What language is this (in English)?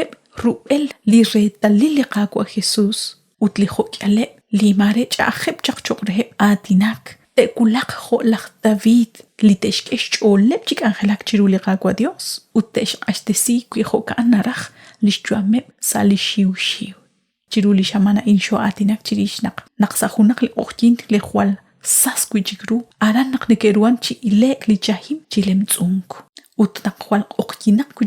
Kekchí